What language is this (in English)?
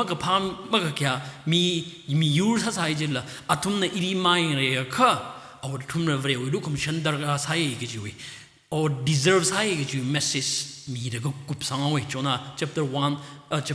Tangkhul Naga (India)